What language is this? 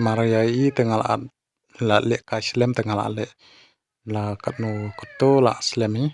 Khasi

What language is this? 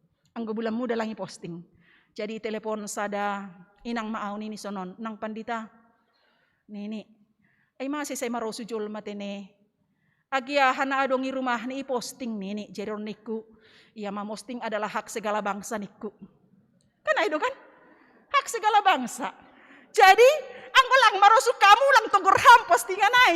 Batak Simalungun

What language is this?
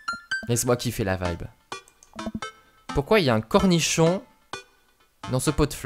French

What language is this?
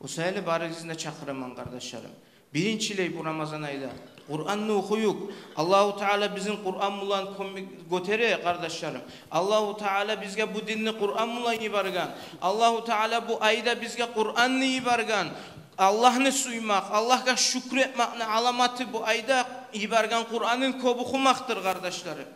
Kumyk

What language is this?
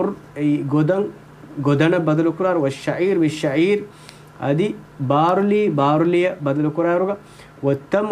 Divehi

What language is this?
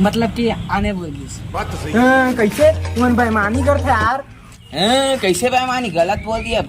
Chhattisgarhi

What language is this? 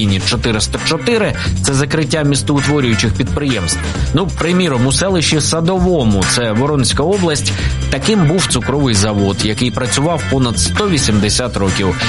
Ukrainian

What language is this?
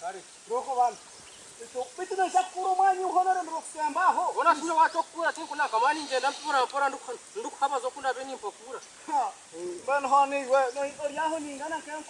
Nyankole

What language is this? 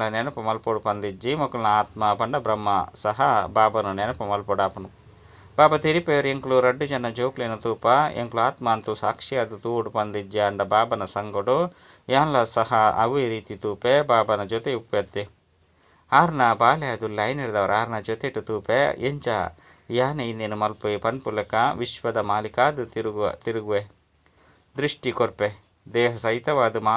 Tulu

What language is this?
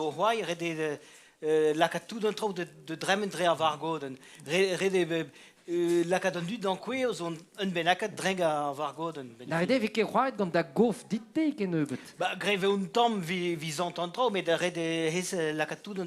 Breton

